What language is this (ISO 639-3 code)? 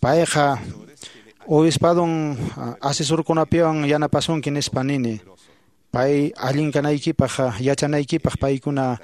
que